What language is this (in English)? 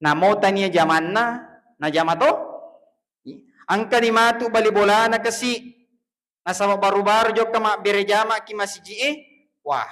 Buginese